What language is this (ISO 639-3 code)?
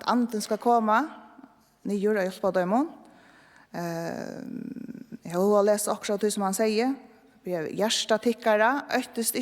fao